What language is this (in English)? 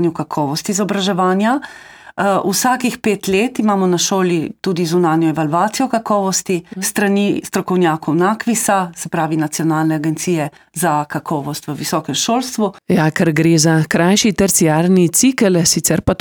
Slovenian